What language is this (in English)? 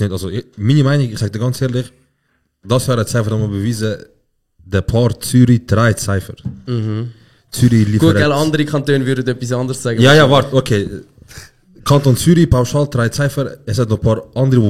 Swiss German